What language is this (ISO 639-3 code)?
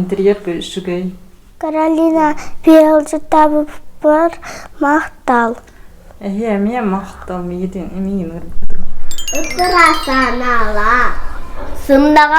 sah